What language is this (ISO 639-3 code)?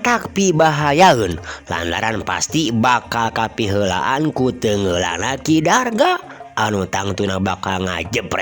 sun